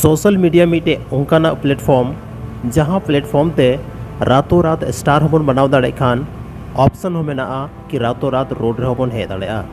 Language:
Santali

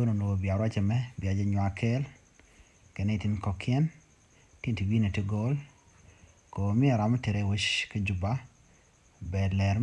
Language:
Nuer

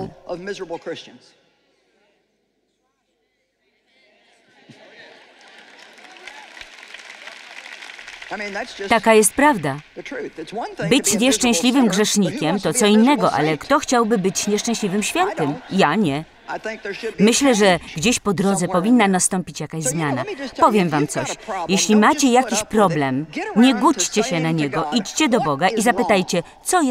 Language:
Polish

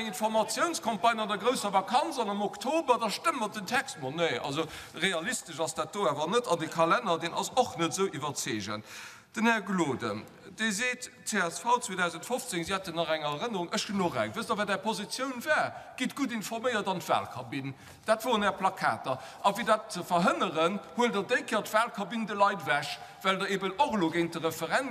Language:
Luxembourgish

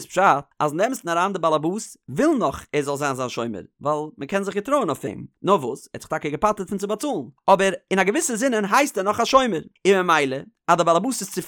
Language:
Yiddish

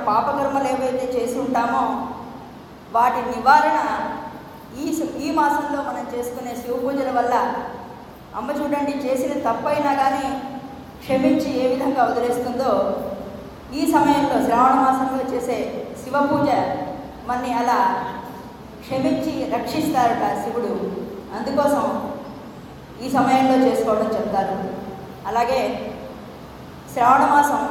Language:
Telugu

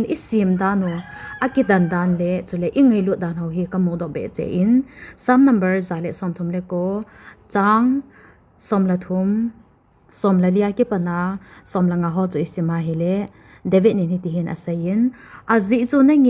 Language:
Thado Chin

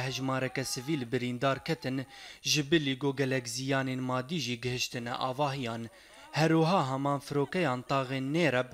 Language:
Kurdish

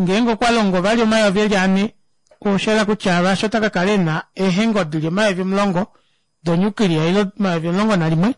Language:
Kuanyama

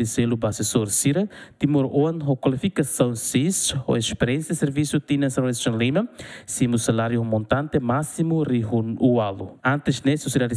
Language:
Tetum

